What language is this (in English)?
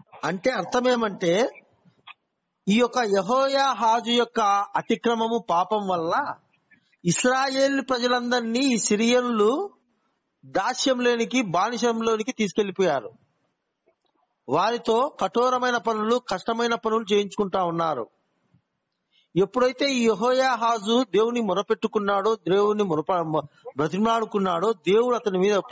Telugu